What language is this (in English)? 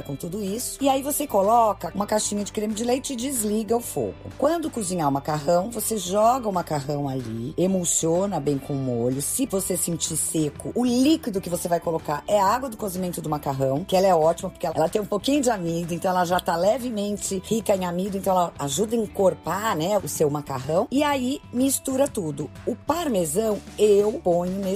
Portuguese